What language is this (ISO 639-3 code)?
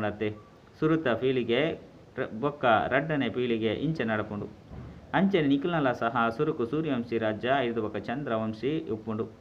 tcy